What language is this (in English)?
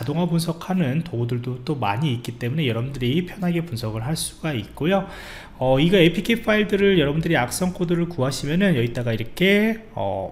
Korean